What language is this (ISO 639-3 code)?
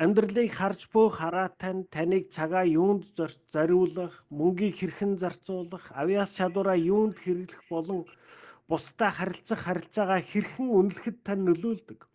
mon